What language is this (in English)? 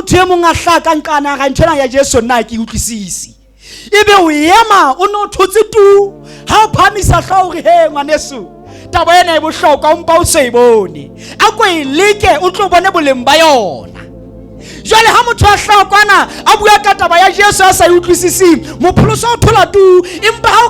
Southern Sotho